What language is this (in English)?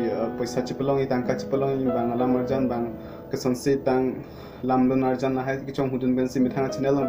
Karbi